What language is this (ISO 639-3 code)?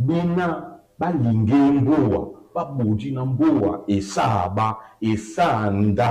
dua